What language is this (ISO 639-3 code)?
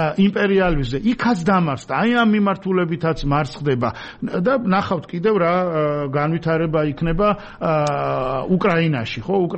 kat